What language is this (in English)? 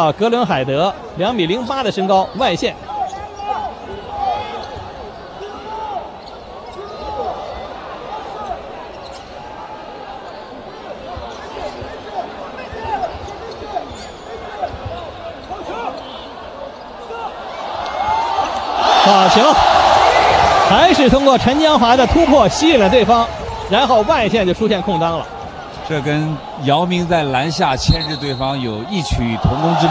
Chinese